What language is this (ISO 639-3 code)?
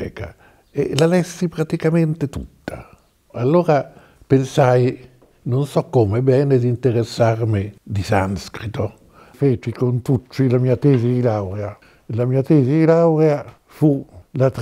ita